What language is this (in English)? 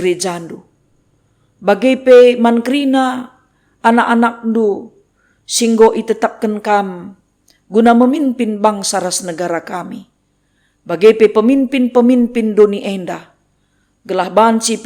Batak Karo